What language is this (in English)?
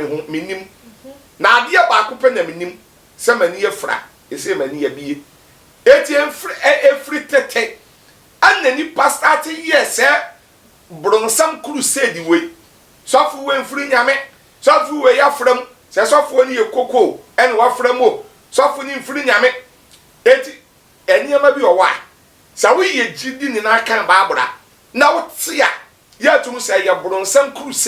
Akan